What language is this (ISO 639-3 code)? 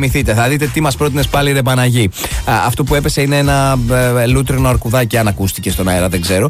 ell